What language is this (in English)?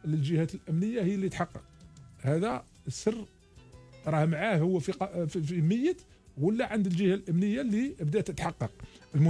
Algerian Arabic